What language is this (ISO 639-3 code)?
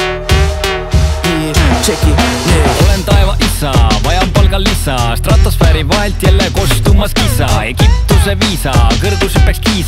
est